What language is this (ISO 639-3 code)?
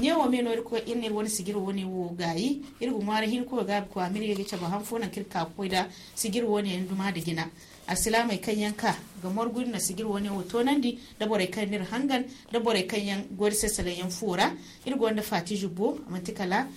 dje